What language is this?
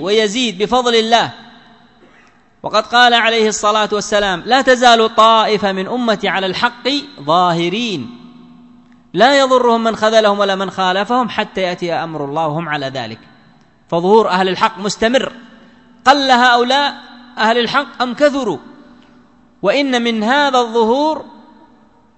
Arabic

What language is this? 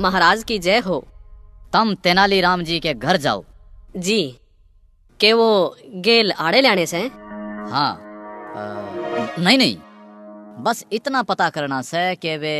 Haryanvi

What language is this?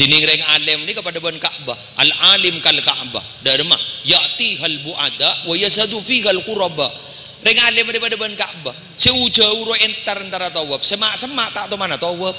Madurese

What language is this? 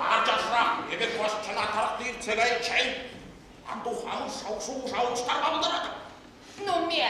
Chuvash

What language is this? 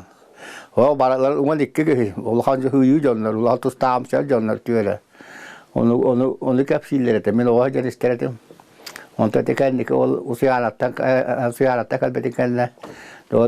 Yakut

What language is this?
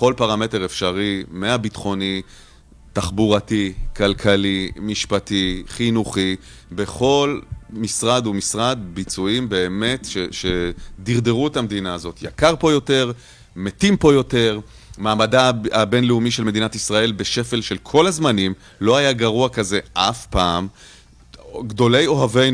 Hebrew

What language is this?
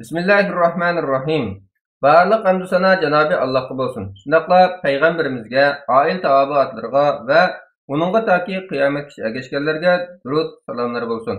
Uyghur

